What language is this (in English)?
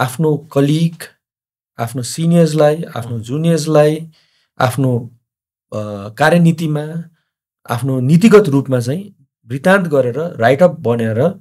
Nepali